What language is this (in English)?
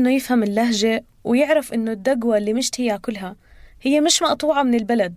North Levantine Arabic